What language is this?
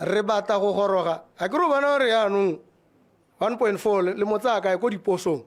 Tswana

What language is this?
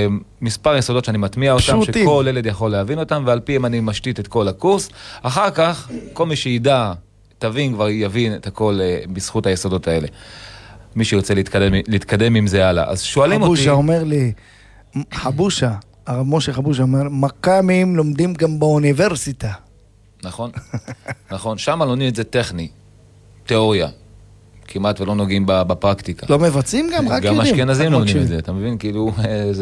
Hebrew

